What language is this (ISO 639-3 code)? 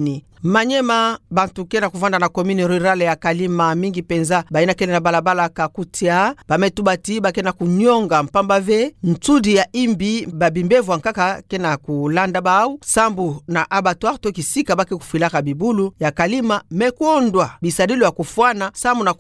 ktu